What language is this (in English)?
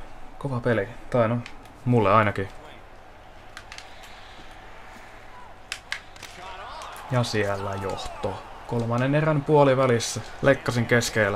Finnish